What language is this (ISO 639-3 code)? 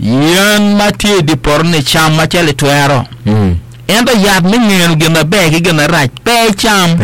ach